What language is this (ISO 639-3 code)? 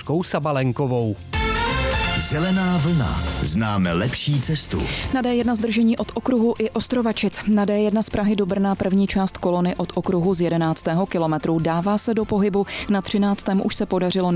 ces